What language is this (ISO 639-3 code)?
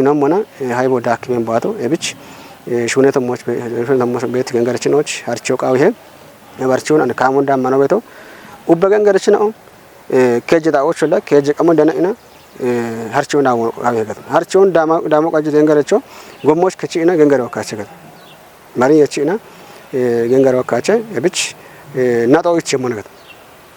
kbr